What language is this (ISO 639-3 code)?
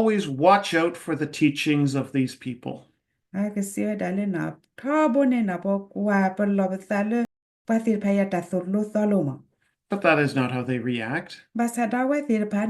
ksw